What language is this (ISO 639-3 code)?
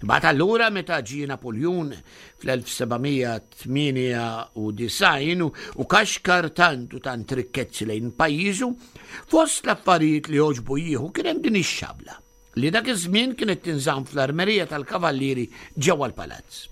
mlt